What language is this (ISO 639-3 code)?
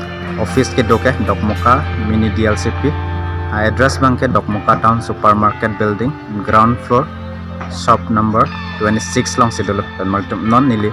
mjw